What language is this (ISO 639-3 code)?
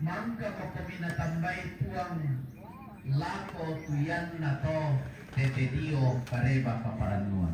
sda